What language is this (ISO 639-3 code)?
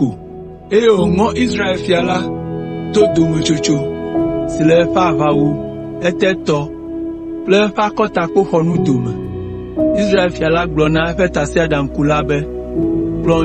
ewe